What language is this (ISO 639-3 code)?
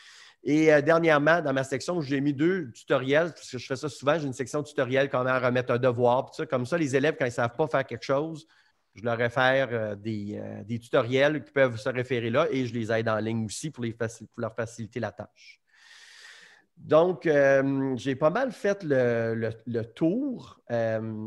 fra